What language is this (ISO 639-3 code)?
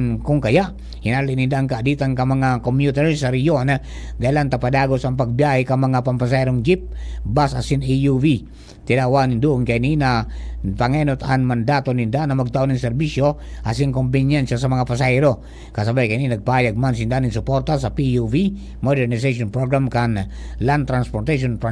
bik